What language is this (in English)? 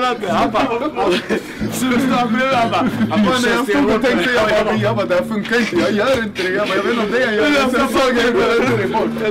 Swedish